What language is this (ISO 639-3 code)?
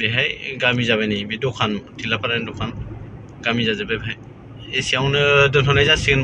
brx